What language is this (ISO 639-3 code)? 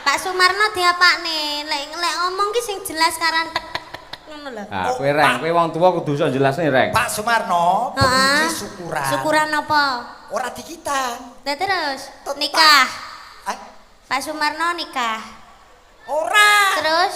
jav